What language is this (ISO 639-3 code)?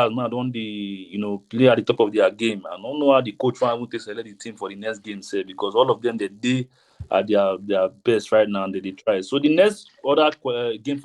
pcm